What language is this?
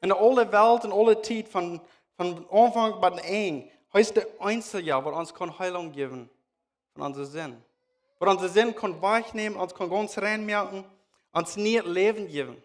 Plautdietsch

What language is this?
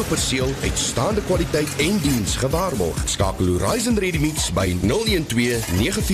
Afrikaans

